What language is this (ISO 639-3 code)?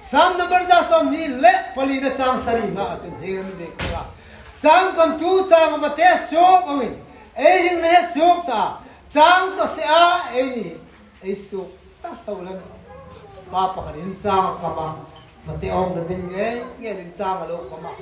hmr